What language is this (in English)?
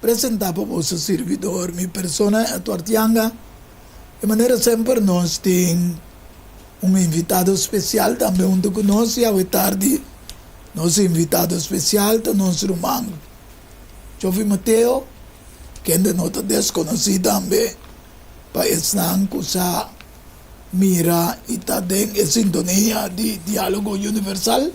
Papiamento